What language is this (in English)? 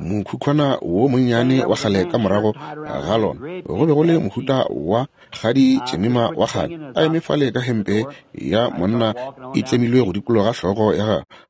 Northern Sotho